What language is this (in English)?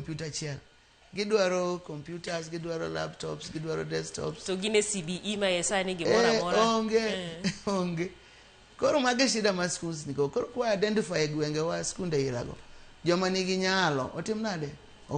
Luo (Kenya and Tanzania)